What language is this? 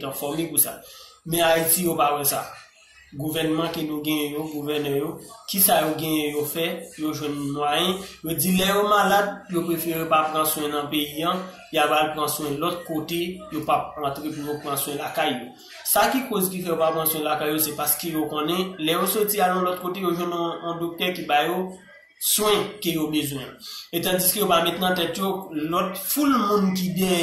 Haitian Creole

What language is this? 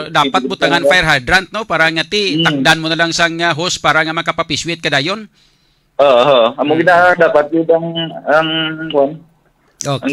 Hiligaynon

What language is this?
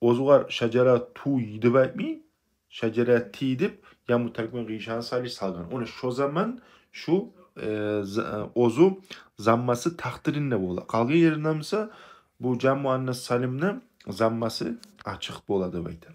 Kumyk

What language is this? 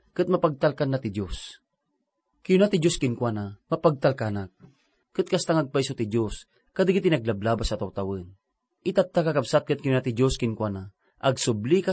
Iloko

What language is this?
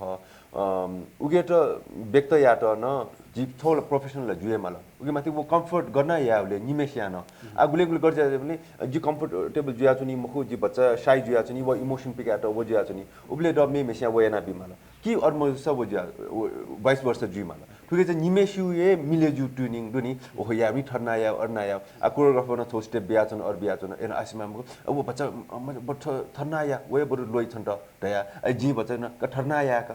Newari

